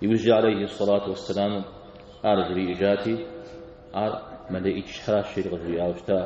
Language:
Kabardian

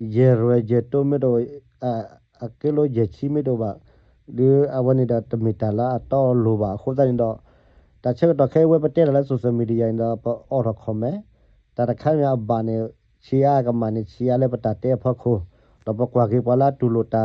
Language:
S'gaw Karen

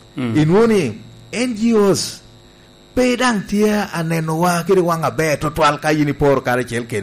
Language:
Lango (Uganda)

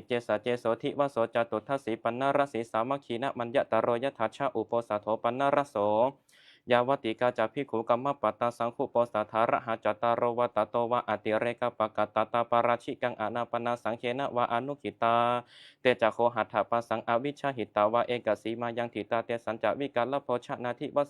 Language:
Pali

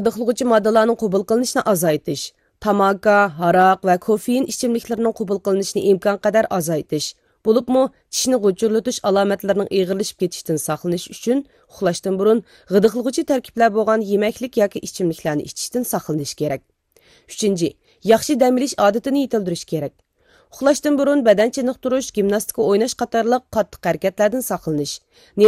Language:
Uyghur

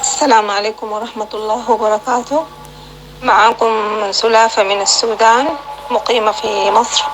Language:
North Levantine Arabic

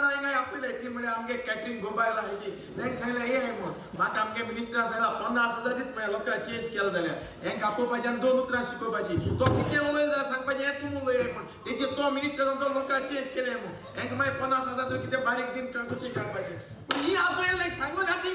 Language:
Konkani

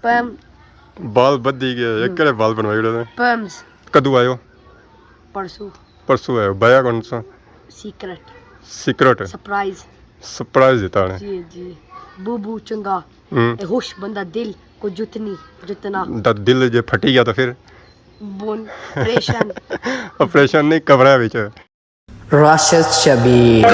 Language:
Pahari-Potwari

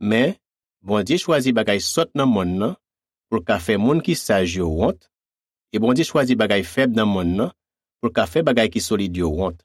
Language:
Haitian Creole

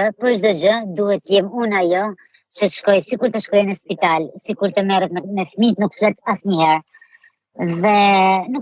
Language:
Albanian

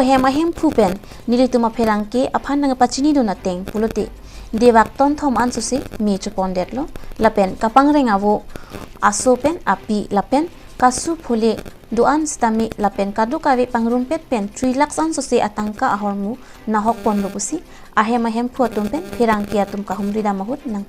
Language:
Karbi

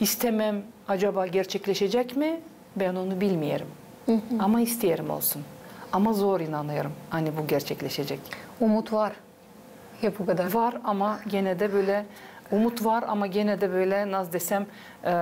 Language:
Gagauz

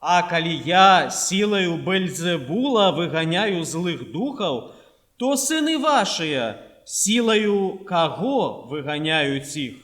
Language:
Belarusian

